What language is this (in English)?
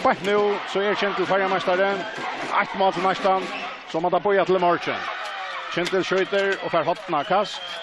Faroese